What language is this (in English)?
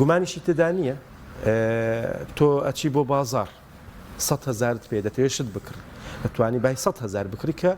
Central Kurdish